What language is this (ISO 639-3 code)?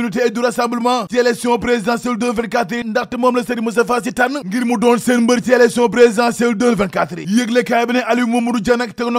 wol